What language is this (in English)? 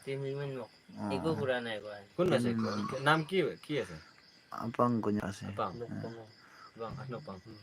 Naga Pidgin